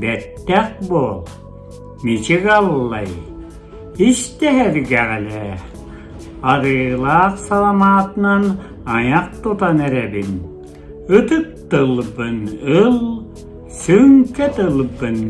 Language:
Yakut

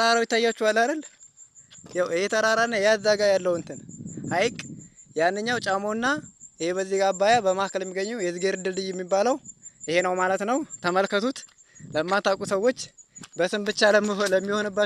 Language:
Amharic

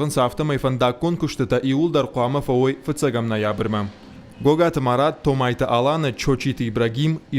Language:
Ossetic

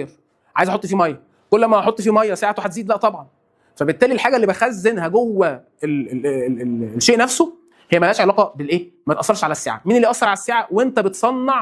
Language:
Egyptian Arabic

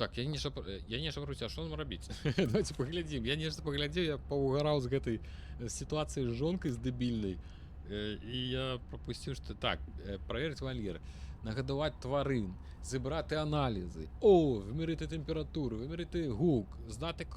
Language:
Belarusian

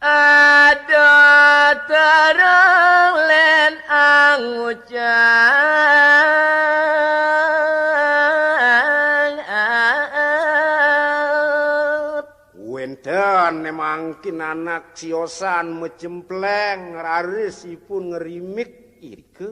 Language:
Balinese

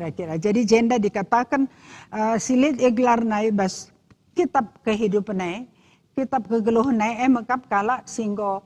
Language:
Batak Karo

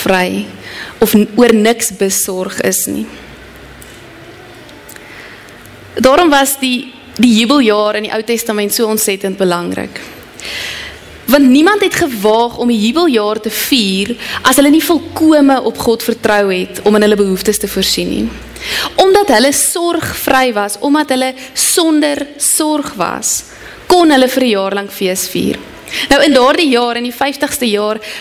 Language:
Afrikaans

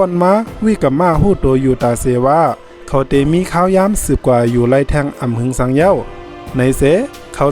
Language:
Shan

